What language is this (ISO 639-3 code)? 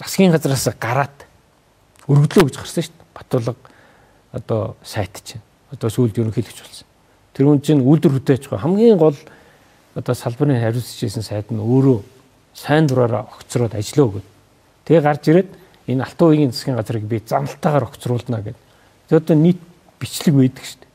mon